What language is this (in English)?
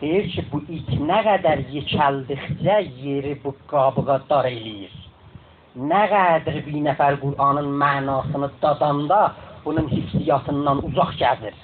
South Azerbaijani